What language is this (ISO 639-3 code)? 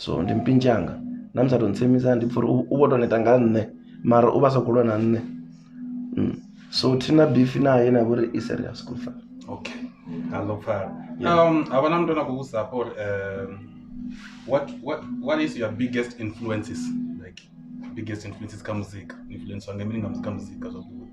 ven